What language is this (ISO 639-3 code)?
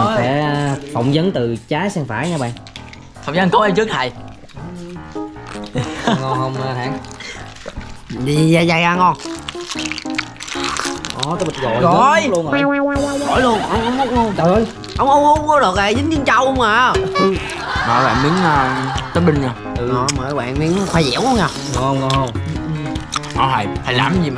vie